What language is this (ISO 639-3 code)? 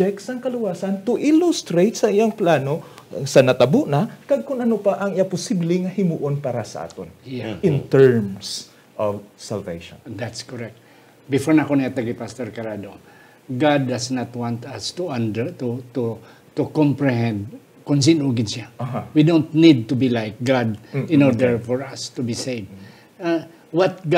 hil